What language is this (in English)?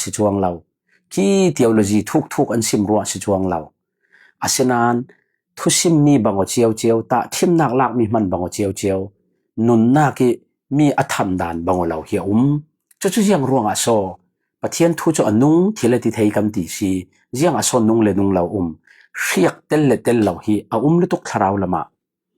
Falam Chin